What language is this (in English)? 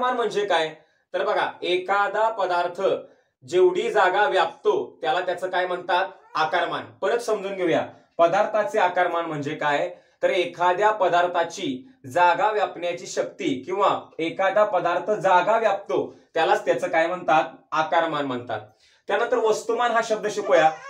Marathi